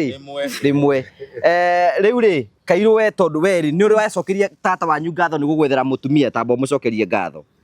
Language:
Kikuyu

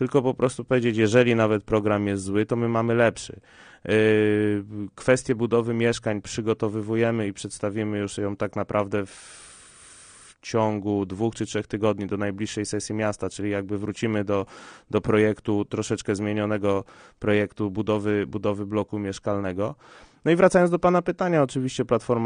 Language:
Polish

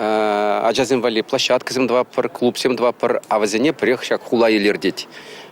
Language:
Chuvash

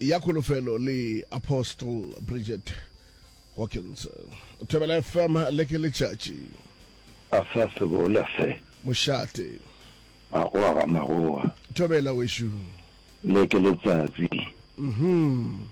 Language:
Northern Sotho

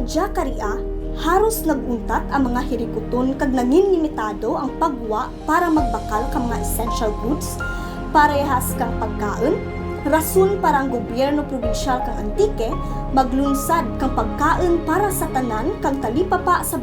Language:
Kinaray-a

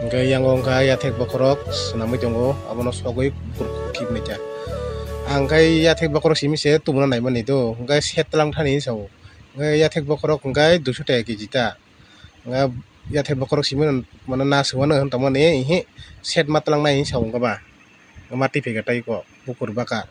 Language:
Kok Borok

